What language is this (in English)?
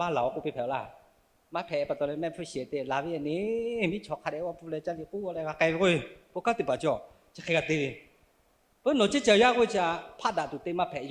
Lahu